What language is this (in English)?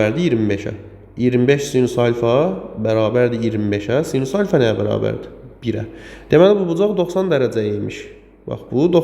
Azerbaijani